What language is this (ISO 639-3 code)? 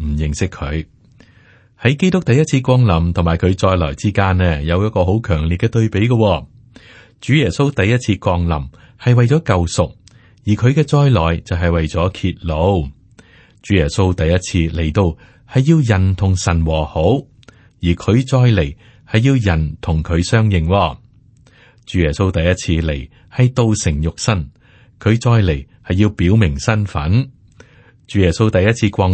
yue